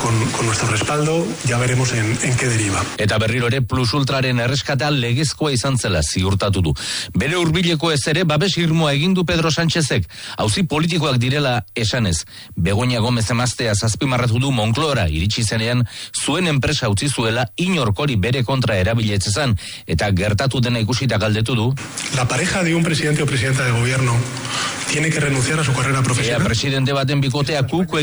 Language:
Basque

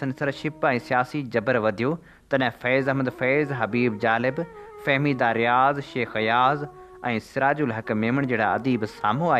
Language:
Sindhi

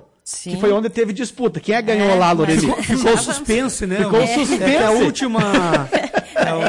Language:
Portuguese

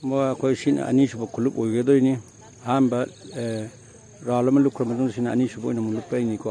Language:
Manipuri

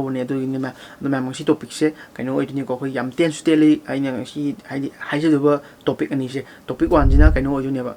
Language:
Manipuri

